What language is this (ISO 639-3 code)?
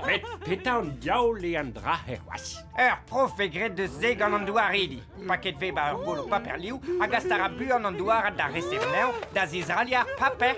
bre